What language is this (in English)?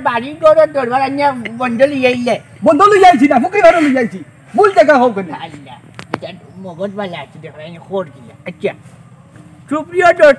Sylheti